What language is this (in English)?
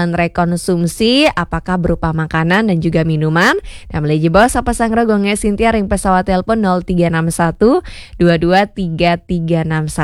Balinese